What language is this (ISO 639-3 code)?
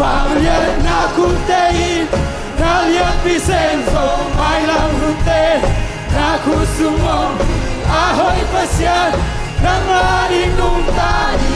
ctd